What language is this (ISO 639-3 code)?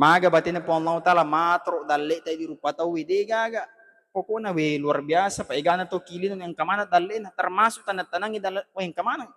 bug